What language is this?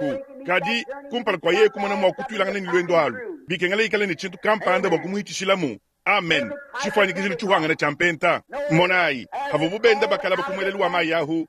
Luba-Lulua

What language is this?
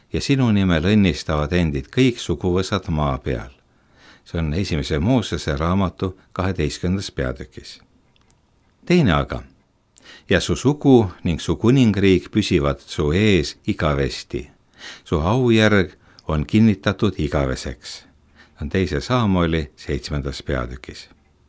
Estonian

